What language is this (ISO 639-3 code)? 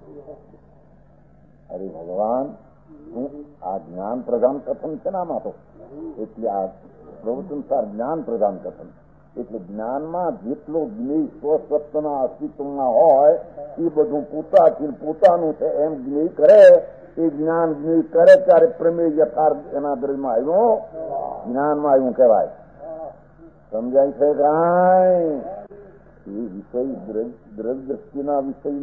guj